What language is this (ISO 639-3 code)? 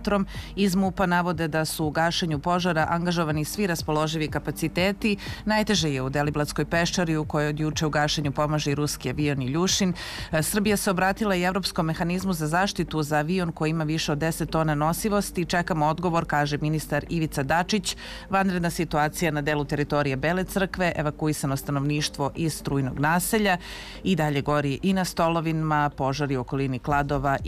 srp